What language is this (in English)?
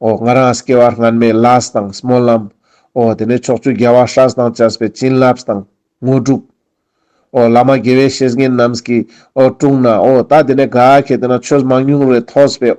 Ladakhi